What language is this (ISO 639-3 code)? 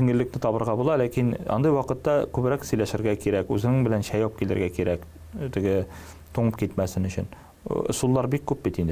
tat